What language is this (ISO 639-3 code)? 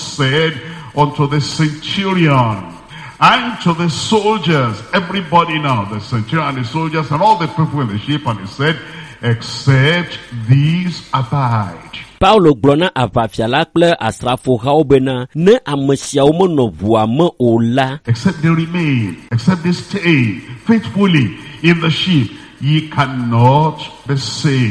ewe